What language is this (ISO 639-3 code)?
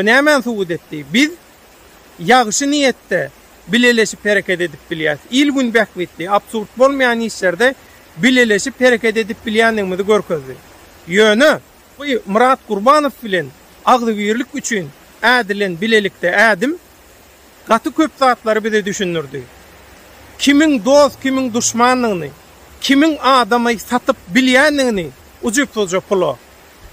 tuk